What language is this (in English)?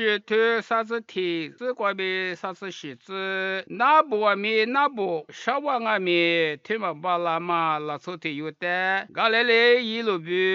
Lisu